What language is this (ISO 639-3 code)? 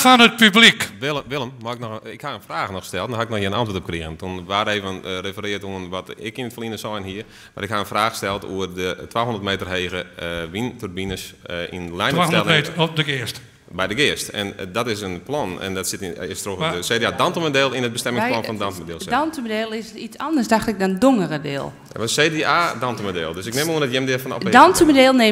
fry